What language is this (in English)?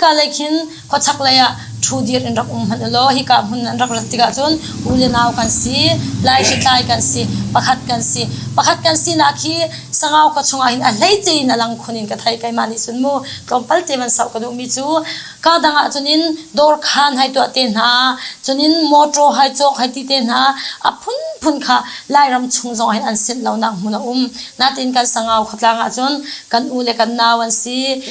Hakha Chin